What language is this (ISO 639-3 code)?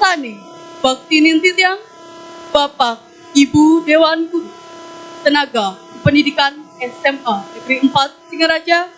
ban